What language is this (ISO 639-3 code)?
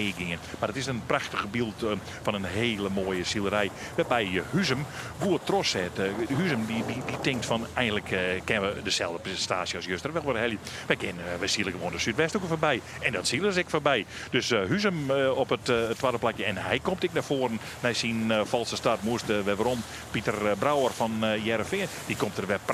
fry